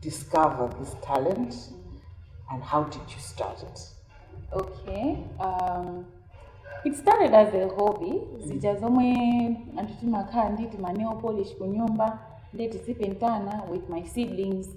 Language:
Nyanja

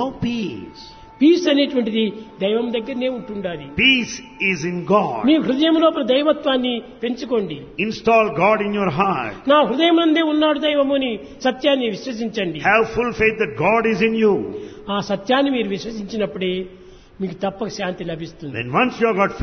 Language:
Telugu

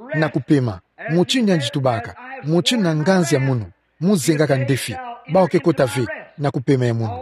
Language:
Kituba (Democratic Republic of Congo)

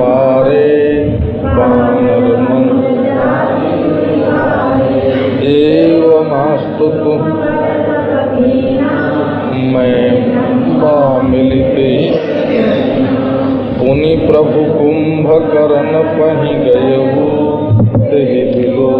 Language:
Hindi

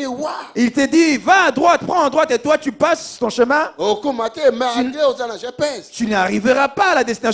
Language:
French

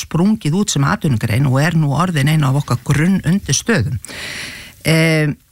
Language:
Icelandic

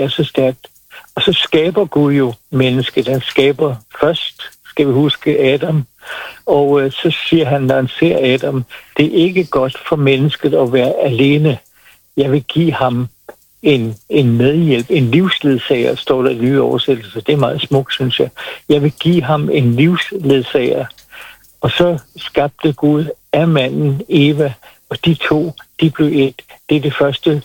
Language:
Danish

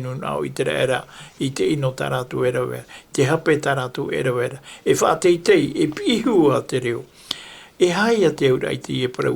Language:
Tahitian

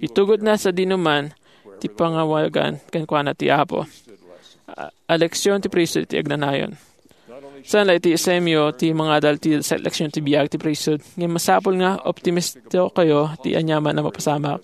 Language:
Iloko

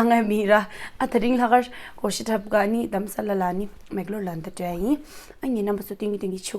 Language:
Tibetan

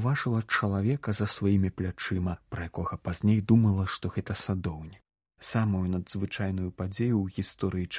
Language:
Belarusian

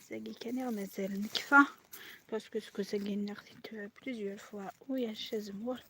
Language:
Kabyle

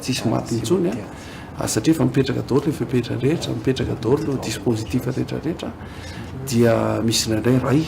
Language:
Malagasy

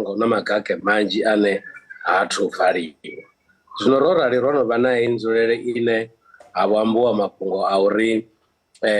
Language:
Venda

